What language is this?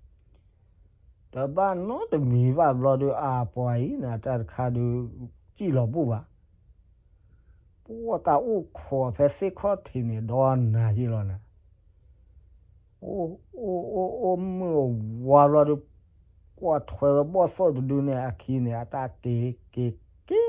S'gaw Karen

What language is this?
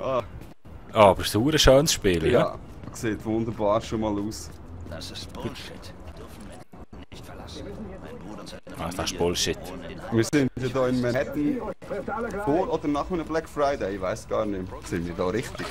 Swiss German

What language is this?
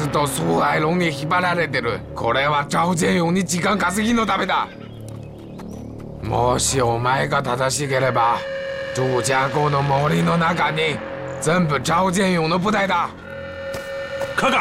Japanese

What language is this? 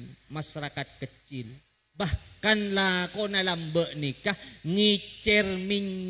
Madurese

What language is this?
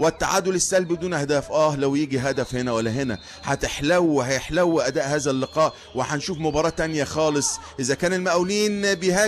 Egyptian Arabic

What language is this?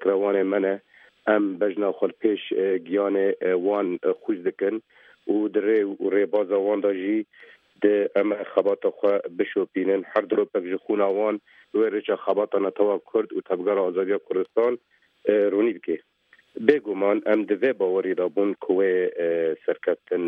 Kurdish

